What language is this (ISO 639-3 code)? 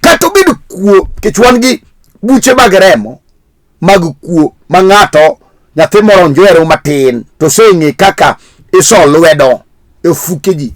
luo